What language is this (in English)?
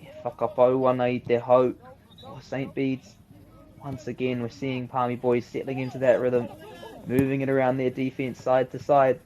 Māori